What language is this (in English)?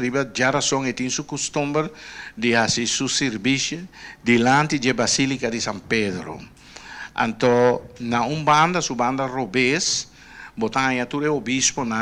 Papiamento